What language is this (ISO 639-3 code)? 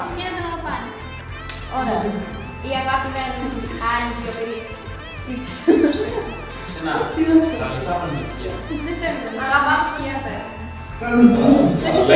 ell